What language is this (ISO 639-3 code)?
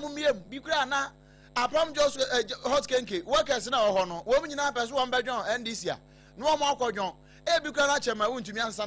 aka